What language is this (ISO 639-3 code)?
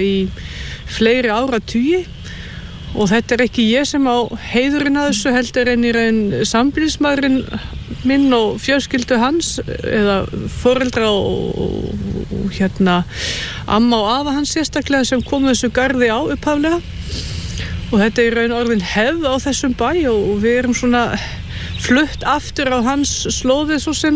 isl